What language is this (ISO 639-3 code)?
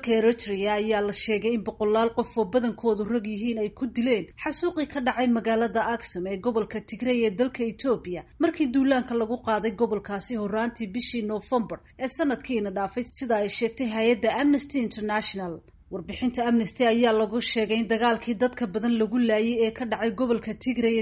som